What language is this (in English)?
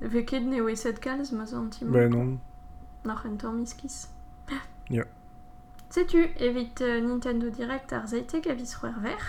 Breton